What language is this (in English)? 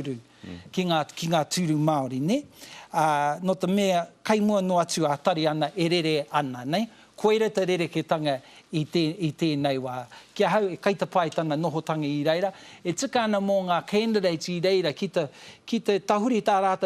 Māori